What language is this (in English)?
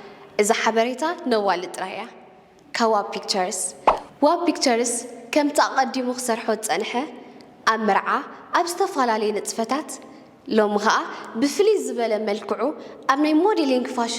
Tigrinya